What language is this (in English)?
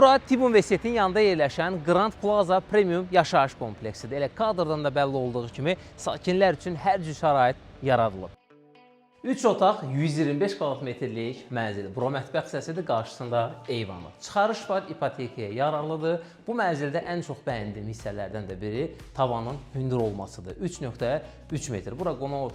Azerbaijani